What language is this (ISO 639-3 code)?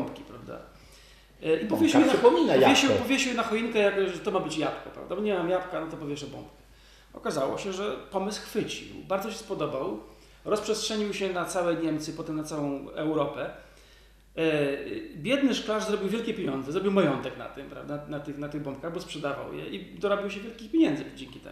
pol